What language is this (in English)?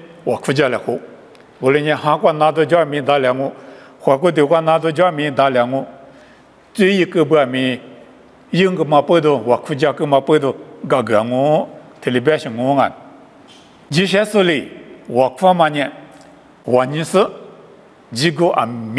Lisu